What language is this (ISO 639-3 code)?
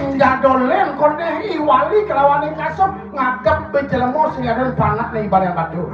ban